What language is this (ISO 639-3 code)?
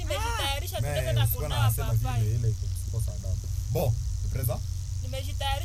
swa